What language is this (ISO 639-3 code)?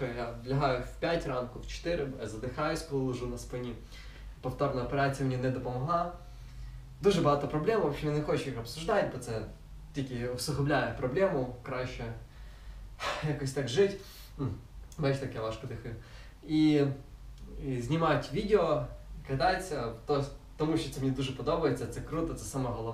ukr